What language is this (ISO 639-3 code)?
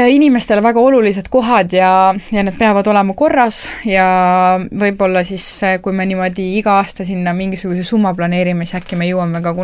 est